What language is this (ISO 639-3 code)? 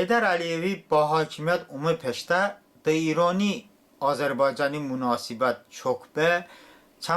tly